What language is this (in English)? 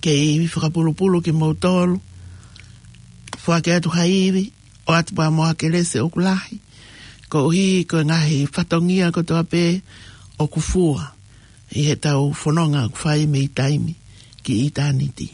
Tongan